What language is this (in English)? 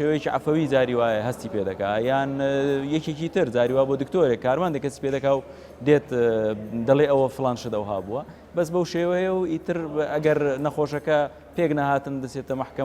Central Kurdish